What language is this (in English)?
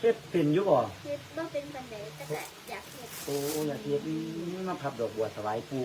Northeastern Thai